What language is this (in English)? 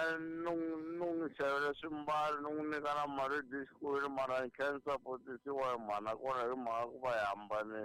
Tsonga